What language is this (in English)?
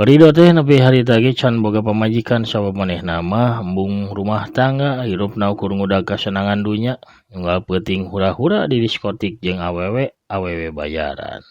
Sundanese